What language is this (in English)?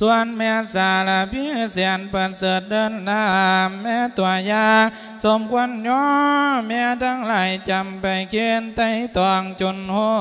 Lao